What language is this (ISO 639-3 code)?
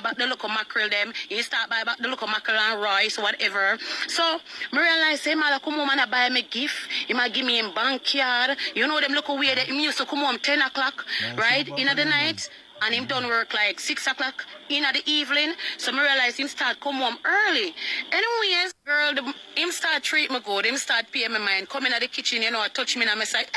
jam